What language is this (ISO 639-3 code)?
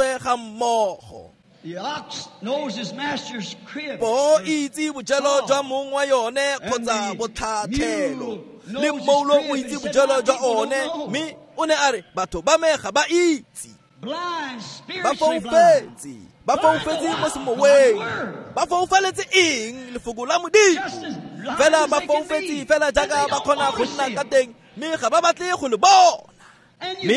tsn